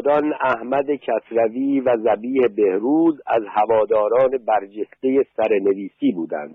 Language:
Persian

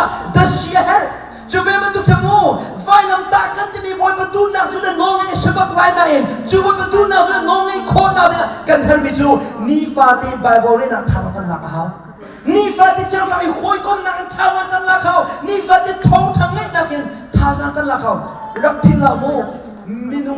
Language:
Hakha Chin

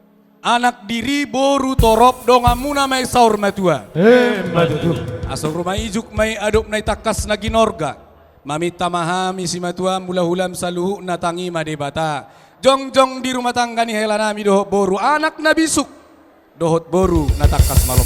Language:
Batak Toba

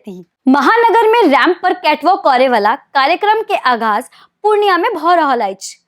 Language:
Maithili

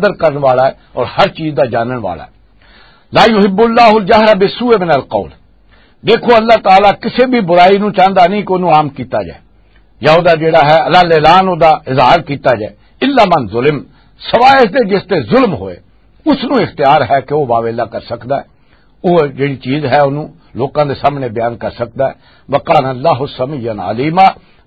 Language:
Western Panjabi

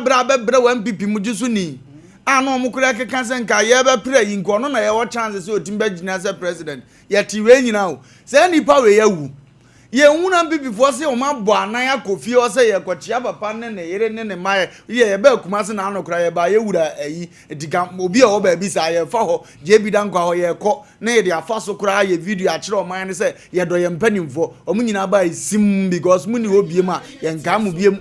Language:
Akan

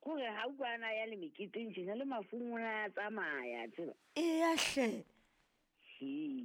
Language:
Southern Sotho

